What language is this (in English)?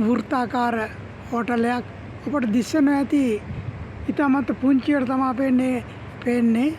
Sinhala